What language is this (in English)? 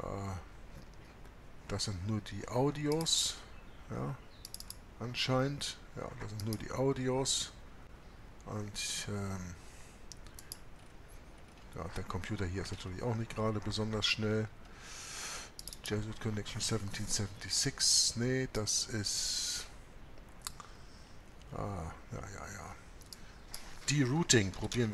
German